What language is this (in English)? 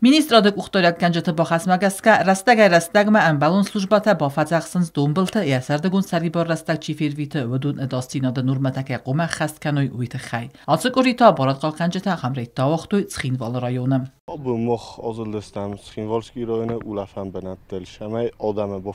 Ossetic